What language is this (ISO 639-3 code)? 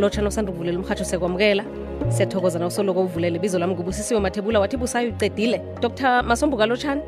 nbl